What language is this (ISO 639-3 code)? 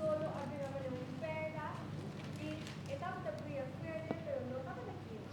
pap